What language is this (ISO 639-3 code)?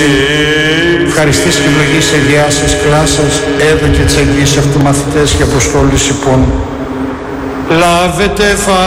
ell